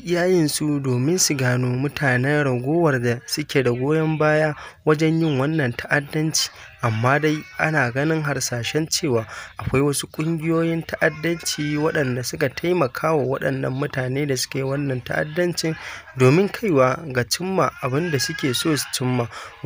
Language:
Hausa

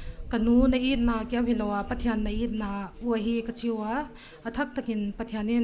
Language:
Paite Chin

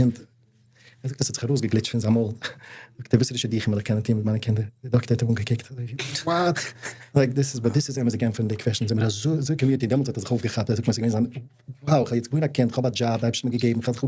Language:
Yiddish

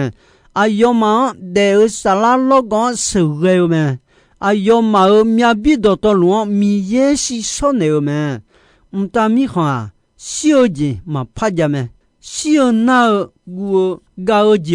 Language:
Akha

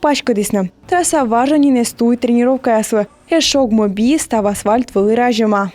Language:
Komi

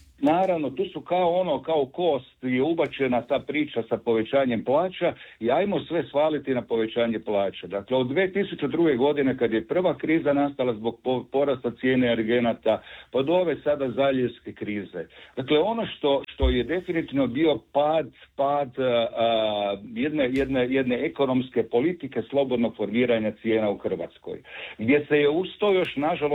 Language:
Croatian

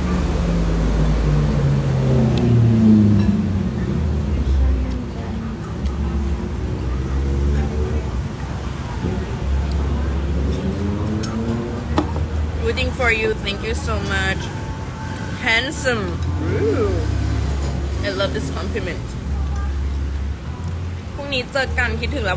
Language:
Thai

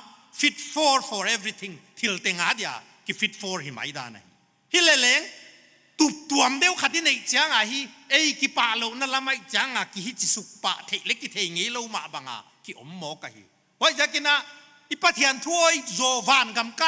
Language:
Paite Chin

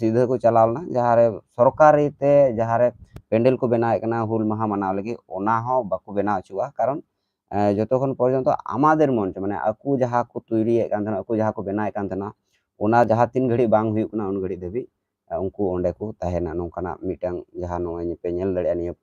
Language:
Santali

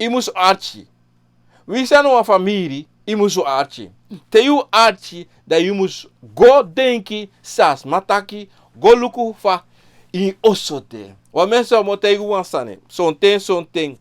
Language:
Sranan Tongo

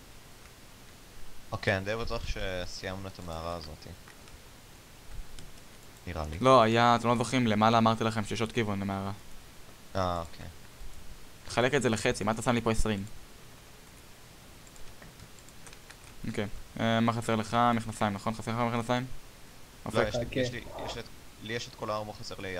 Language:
Hebrew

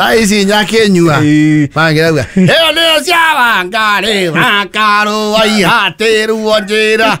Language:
Kikuyu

